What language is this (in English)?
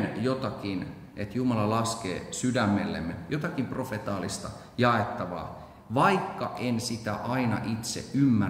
Finnish